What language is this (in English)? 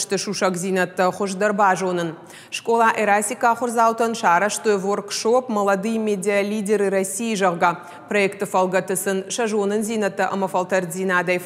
Ossetic